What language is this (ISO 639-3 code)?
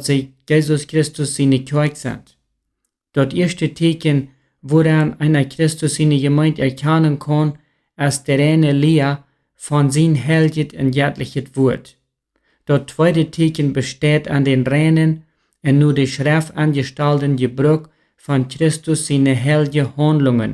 pdt